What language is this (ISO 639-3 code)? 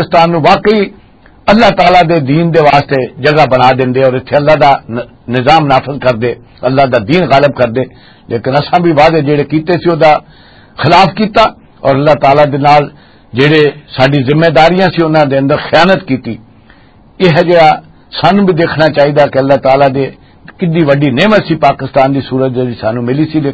lah